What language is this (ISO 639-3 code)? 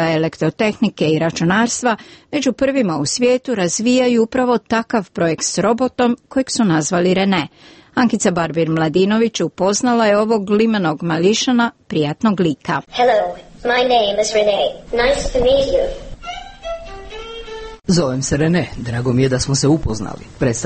hrv